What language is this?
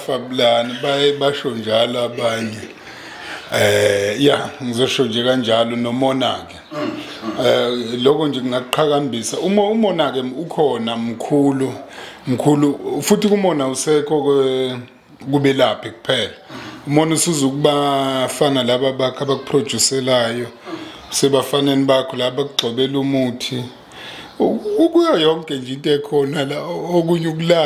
Zulu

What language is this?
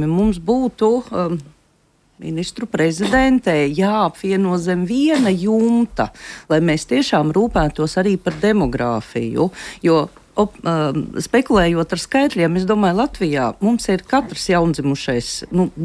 Latvian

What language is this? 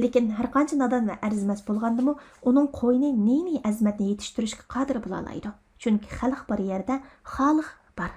Uyghur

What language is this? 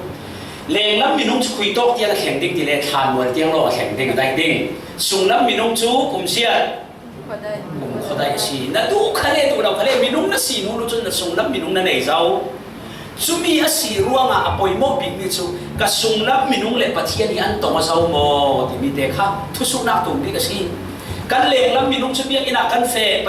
Falam Chin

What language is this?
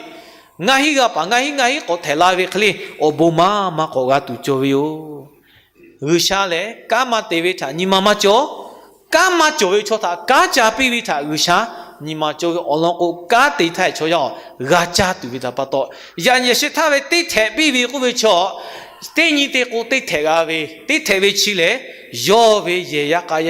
Lahu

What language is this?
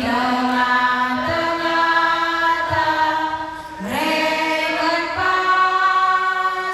Batak Karo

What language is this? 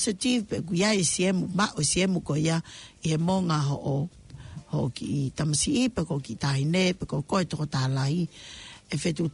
Tongan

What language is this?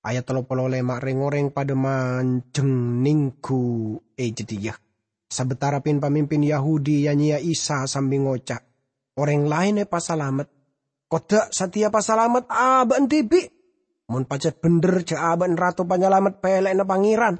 Madurese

